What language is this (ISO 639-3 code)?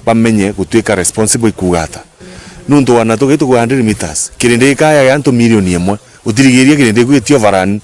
mer